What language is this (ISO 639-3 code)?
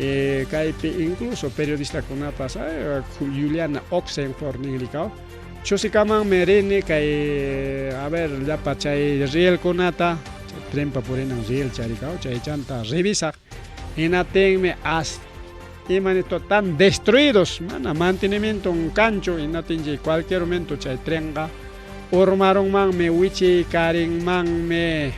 quy